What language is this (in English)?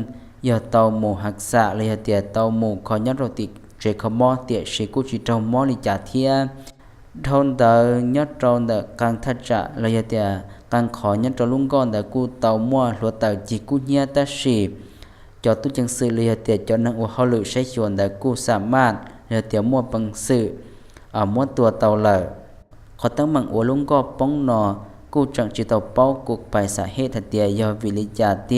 Hmong